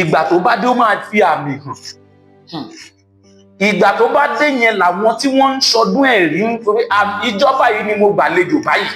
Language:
Yoruba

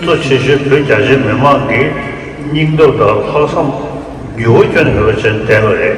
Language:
Tibetan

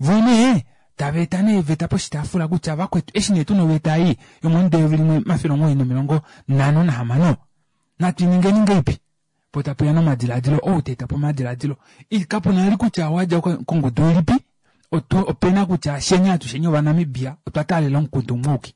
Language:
Kuanyama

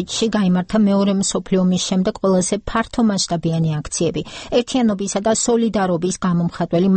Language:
Georgian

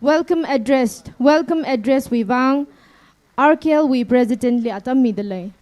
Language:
Tangkhul Naga (India)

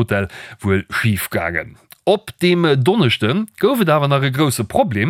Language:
Luxembourgish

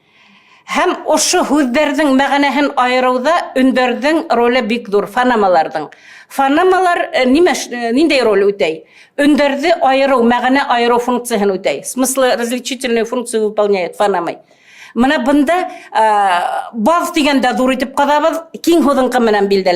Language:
Bashkir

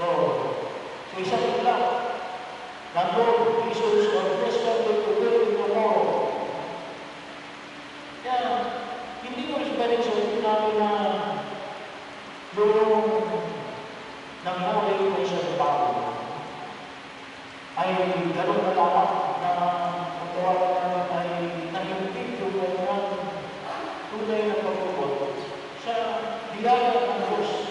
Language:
Filipino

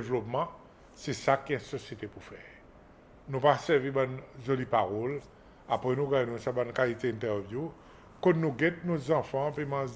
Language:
Seselwa Creole French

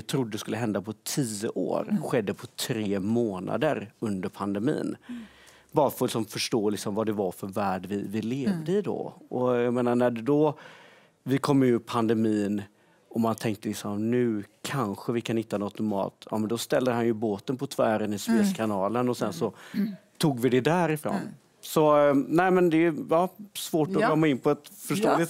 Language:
Swedish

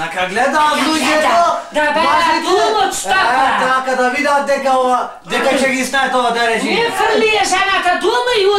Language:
Macedonian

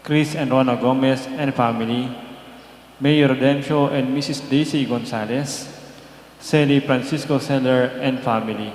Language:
Pampanga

